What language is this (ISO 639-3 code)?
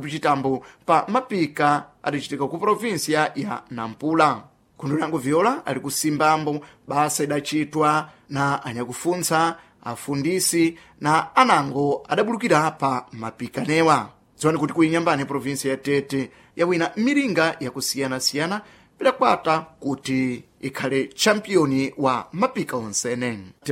seh